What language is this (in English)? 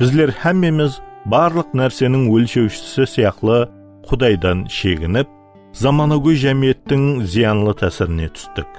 Kara-Kalpak